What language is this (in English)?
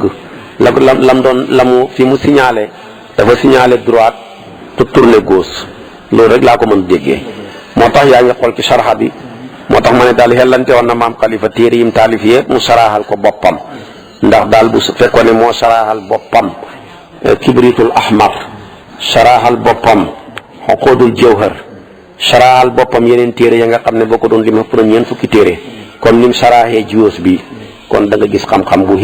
Wolof